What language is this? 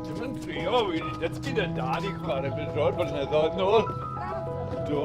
Welsh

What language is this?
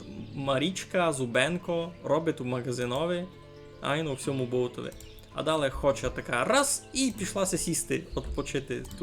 Rusyn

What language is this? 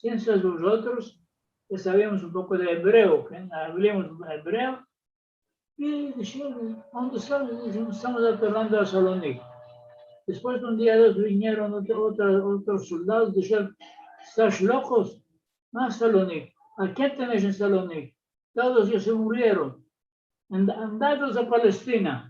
Ladino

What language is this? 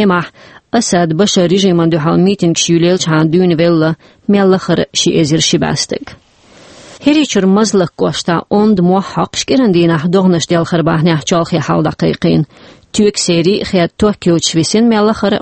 Chechen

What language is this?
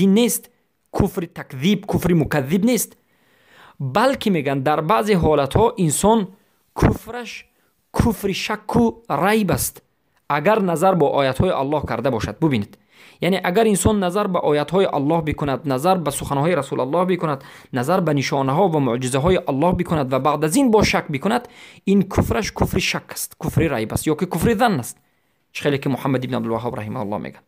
Persian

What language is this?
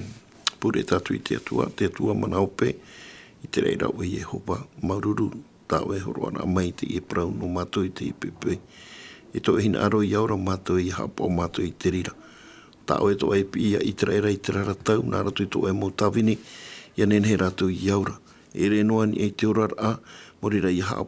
Tahitian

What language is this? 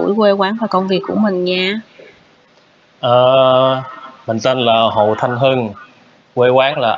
Vietnamese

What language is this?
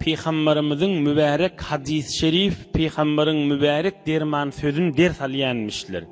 Turkmen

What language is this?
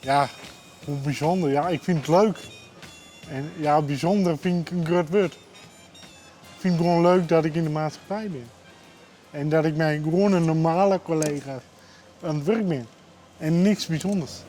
Western Frisian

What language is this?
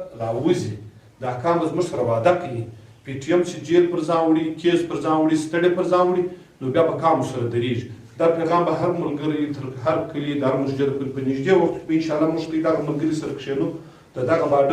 Pashto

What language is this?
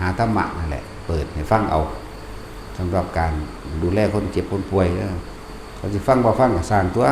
Northeastern Thai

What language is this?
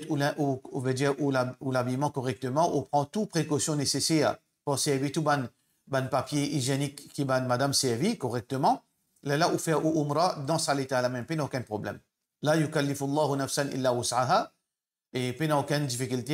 Morisyen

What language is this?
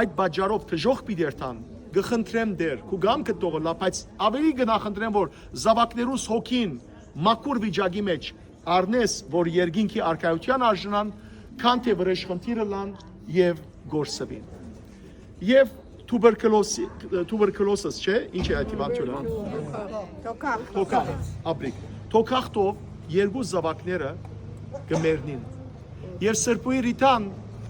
Western Armenian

